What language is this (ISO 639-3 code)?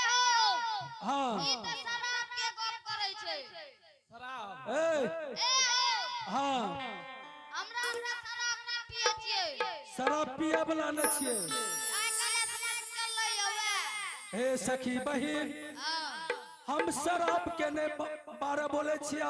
anp